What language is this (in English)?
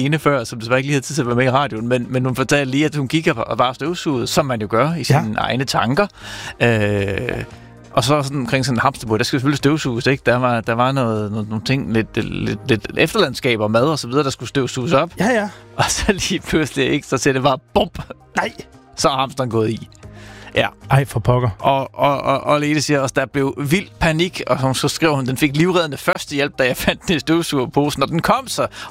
Danish